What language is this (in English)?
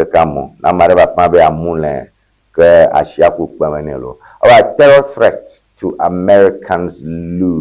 Ewe